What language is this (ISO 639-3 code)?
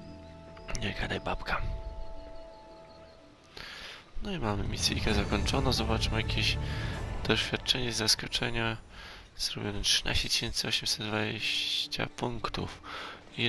pol